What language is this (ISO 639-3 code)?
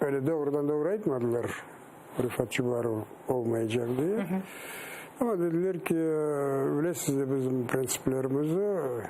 crh